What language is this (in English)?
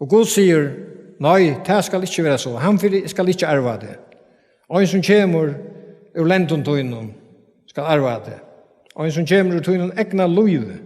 Faroese